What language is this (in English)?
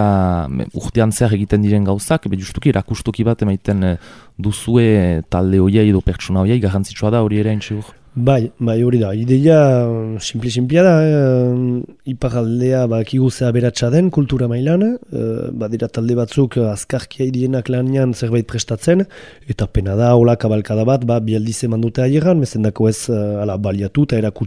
Basque